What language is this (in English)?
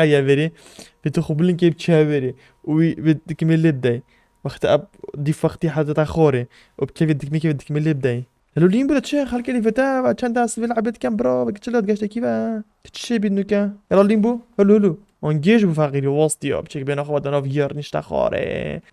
Kurdish